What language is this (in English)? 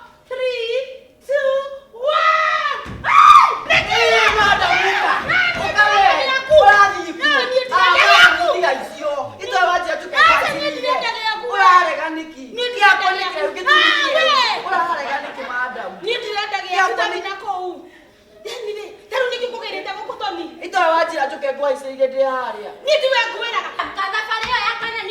Kikuyu